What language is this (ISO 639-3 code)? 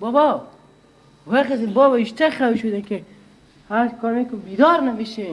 fas